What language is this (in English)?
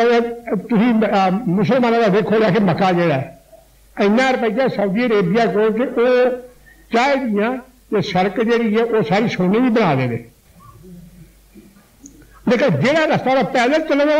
Punjabi